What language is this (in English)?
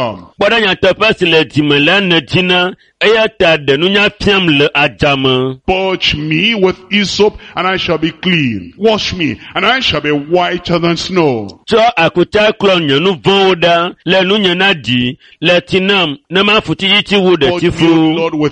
Ewe